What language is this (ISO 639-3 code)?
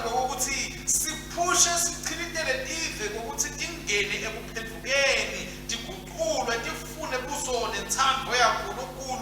ssw